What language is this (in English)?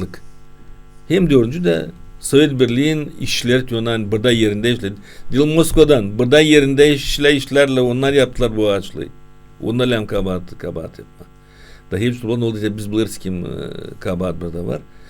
Gagauz